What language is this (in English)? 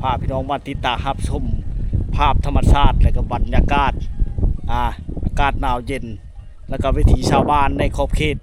Lao